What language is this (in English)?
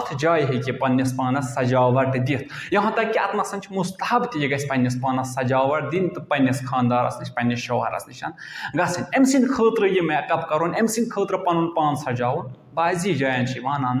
Kashmiri